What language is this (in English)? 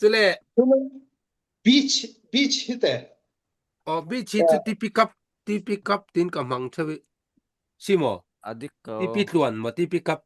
Falam Chin